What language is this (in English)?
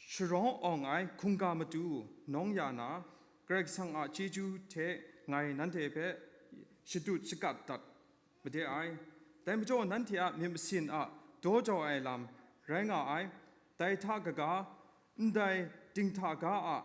Kachin